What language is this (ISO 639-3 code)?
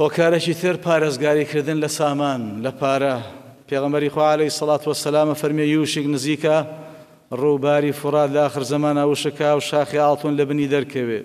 ckb